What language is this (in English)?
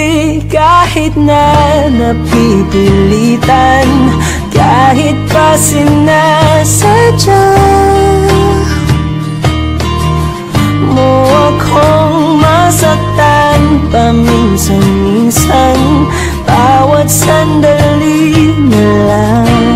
Filipino